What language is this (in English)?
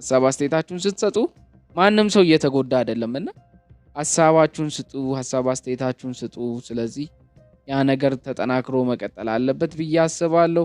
Amharic